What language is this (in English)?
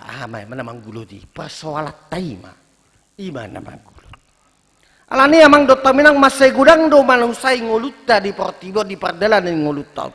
Batak Toba